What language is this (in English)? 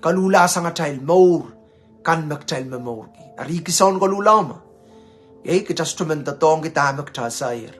Pohnpeian